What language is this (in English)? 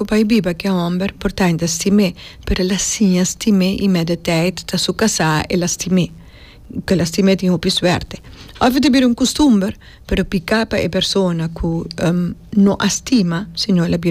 Papiamento